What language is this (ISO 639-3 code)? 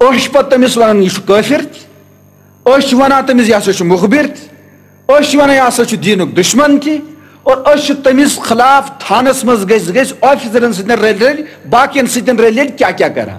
kas